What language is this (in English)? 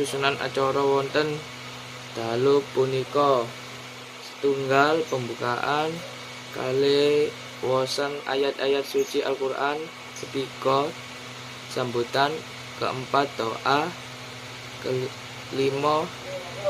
Javanese